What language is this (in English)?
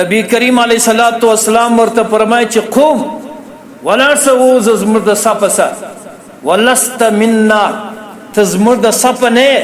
Pashto